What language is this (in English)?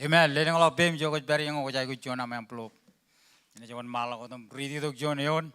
Marshallese